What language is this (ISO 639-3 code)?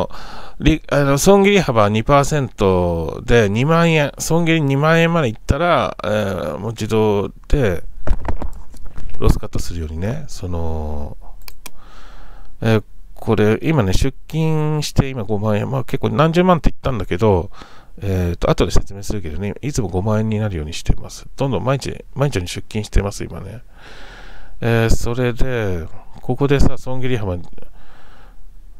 jpn